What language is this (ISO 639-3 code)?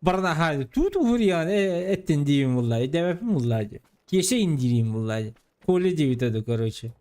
sah